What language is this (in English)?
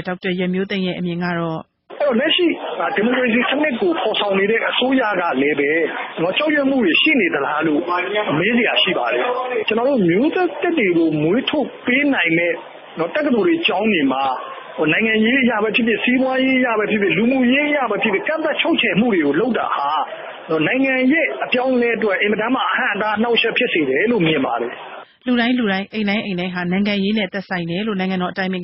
Burmese